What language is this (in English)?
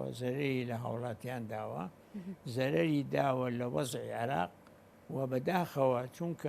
Central Kurdish